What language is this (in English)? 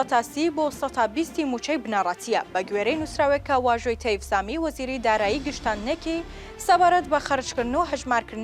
Central Kurdish